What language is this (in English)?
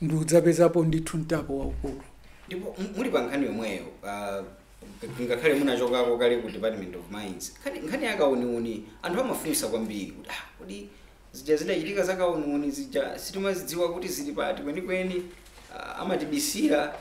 Nyanja